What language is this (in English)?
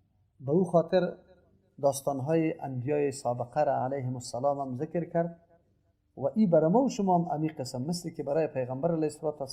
Persian